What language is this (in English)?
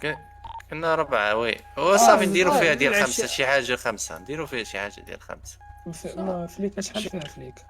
Moroccan Arabic